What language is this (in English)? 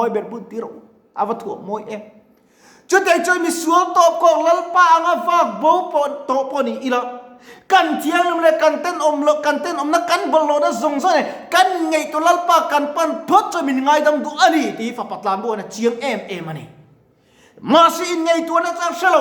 Mizo